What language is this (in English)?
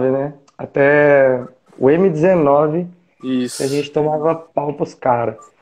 Portuguese